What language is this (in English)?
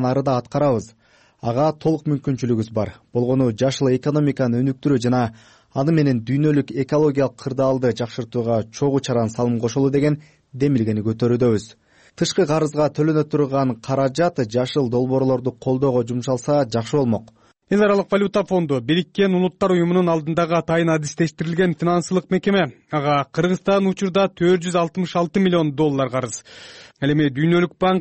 Kyrgyz